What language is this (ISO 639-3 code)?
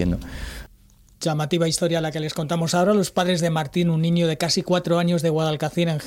spa